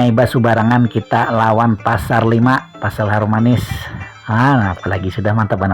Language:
Banjar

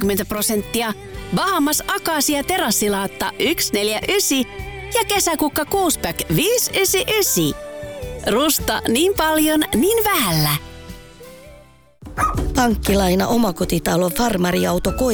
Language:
Finnish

